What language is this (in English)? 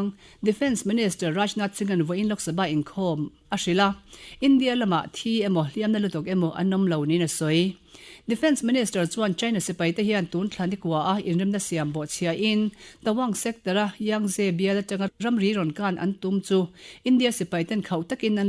Mizo